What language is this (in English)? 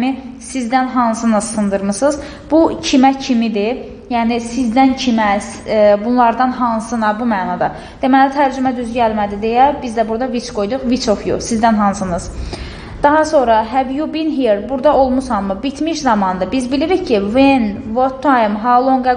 Azerbaijani